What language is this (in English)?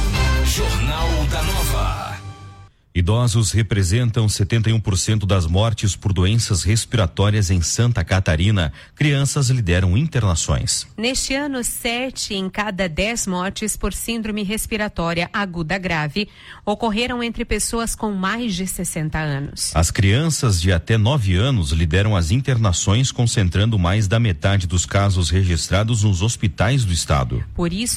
Portuguese